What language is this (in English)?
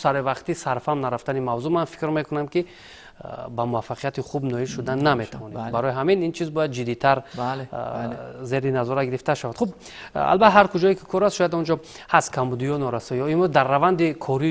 Tajik